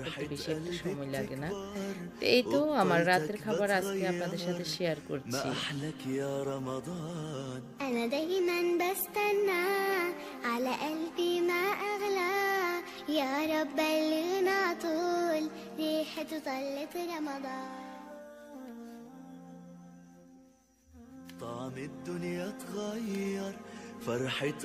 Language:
Bangla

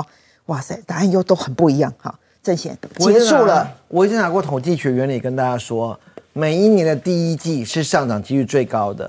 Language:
Chinese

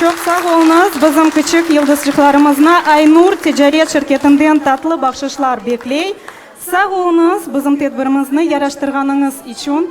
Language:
Crimean Tatar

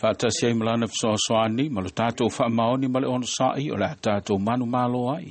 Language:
Samoan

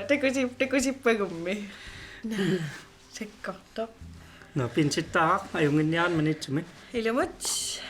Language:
Kalaallisut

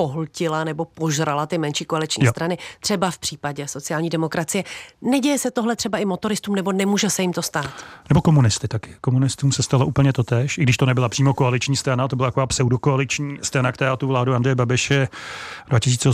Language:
Czech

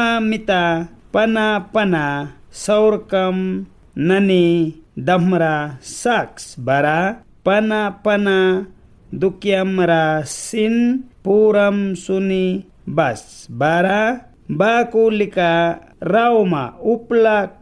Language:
Mískito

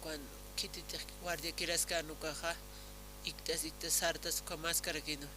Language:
Aymara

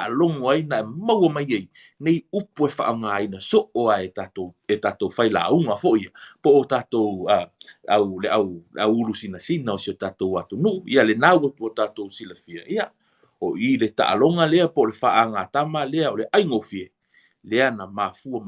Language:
Samoan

